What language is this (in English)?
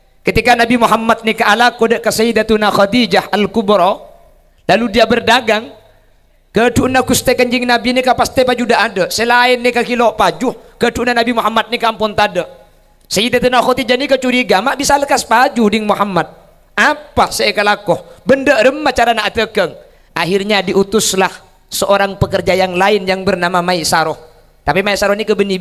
Madurese